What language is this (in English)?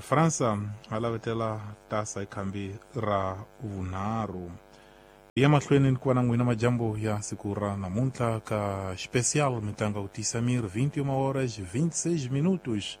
Tsonga